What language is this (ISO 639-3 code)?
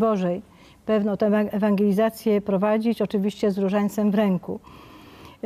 pol